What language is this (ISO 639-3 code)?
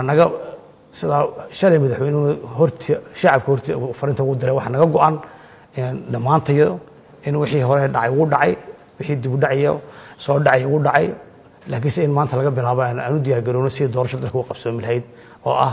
som